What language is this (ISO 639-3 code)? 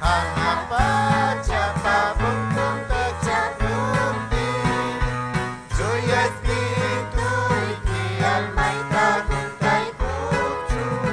quy